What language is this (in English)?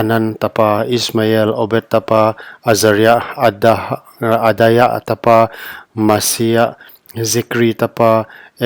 Paite Chin